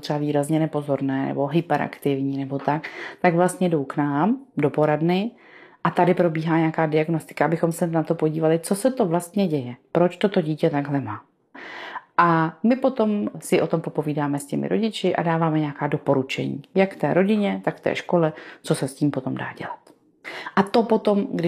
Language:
Czech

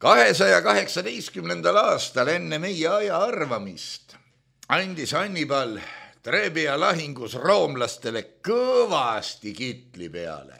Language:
Estonian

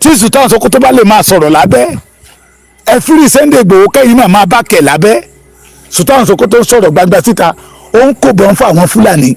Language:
Yoruba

